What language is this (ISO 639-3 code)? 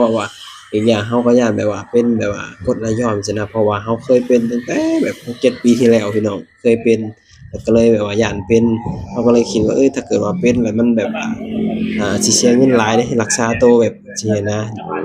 lao